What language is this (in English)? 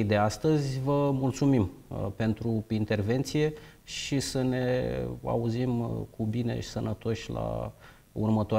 Romanian